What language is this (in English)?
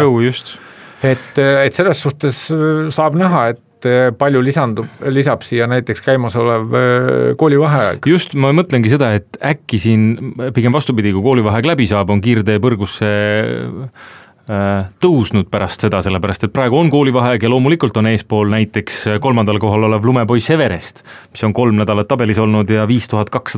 Estonian